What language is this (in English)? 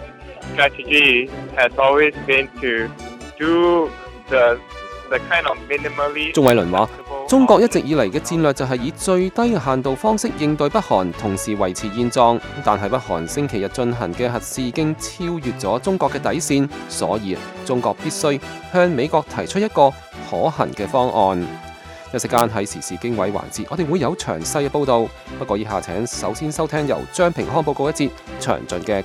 Cantonese